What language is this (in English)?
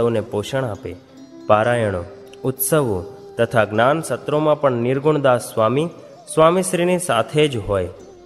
Gujarati